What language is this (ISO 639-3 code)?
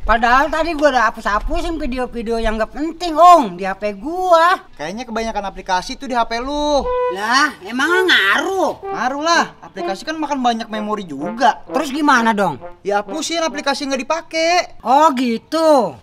bew